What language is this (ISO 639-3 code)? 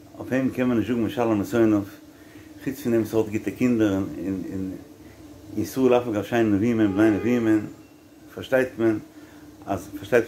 yid